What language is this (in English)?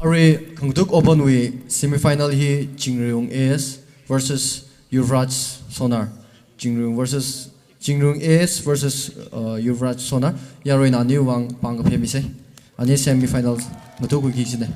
Tangkhul Naga (India)